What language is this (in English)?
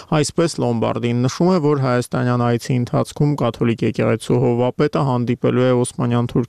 Armenian